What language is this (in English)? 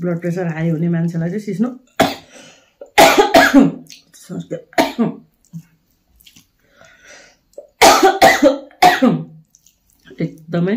Nepali